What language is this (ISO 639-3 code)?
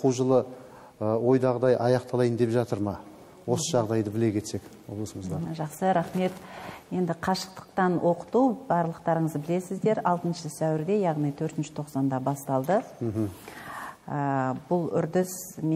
kaz